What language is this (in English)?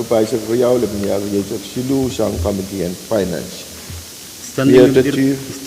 Pohnpeian